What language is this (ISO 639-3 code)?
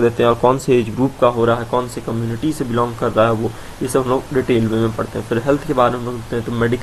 hin